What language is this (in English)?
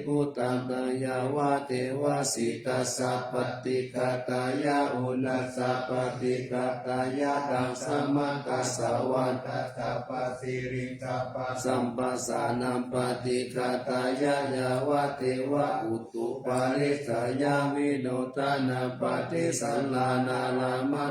Pali